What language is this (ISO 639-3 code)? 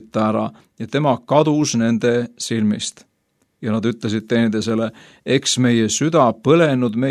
est